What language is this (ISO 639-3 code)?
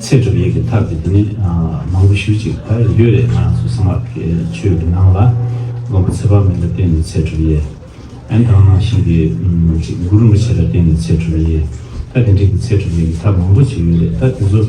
bod